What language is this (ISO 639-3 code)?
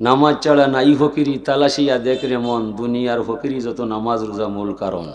syl